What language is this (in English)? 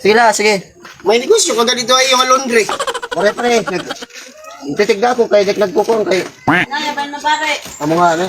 Waray